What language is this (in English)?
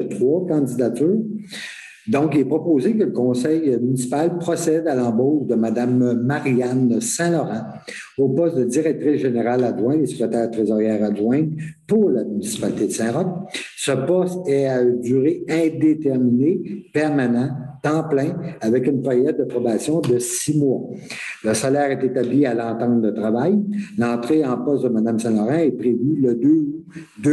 French